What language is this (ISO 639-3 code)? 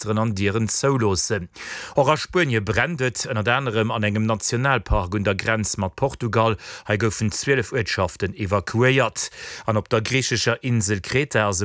ltz